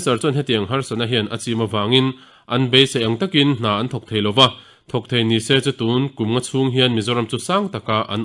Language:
Mizo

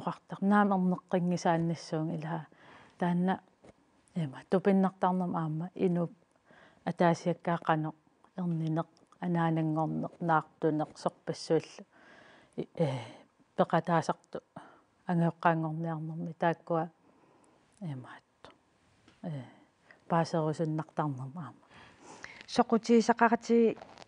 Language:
Kalaallisut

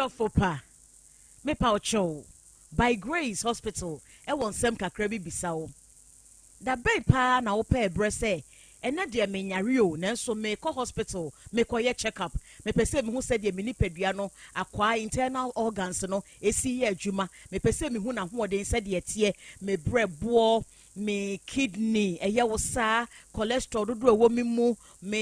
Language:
Akan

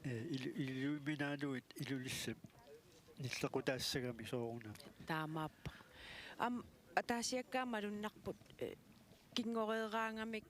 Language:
Kalaallisut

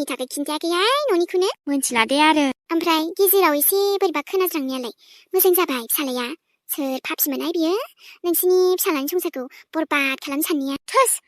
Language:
Bodo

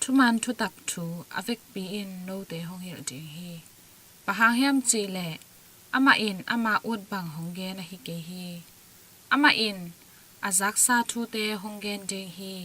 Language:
Tedim Chin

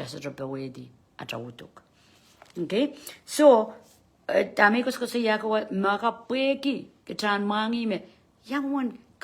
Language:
Pohnpeian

